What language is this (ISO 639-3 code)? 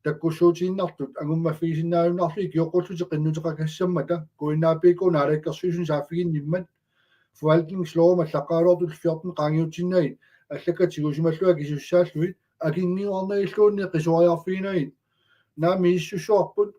kal